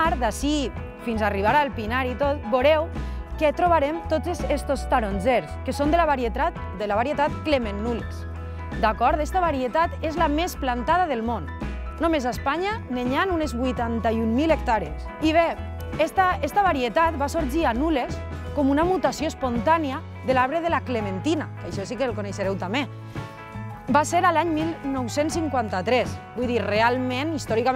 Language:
Catalan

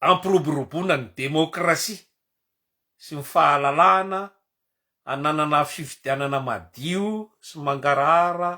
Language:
Malagasy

